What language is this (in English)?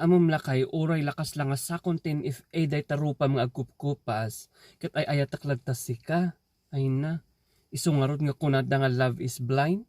Iloko